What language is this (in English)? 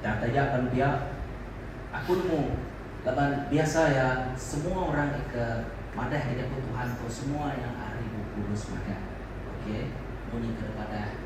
Iban